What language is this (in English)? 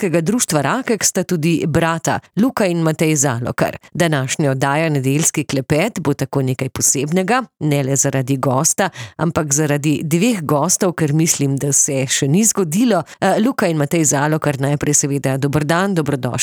Slovenian